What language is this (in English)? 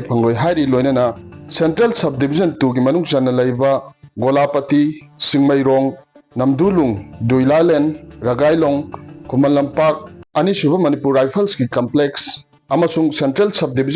Manipuri